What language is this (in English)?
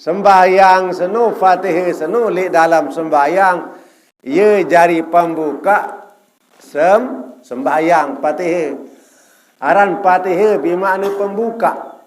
Sasak